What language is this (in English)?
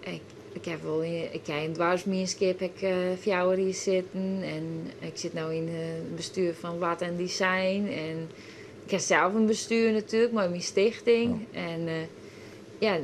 Western Frisian